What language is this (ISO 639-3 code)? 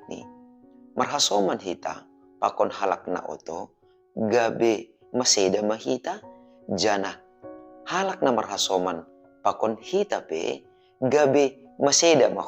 bts